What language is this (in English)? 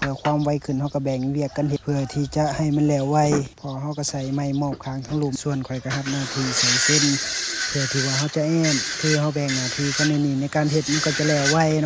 Lao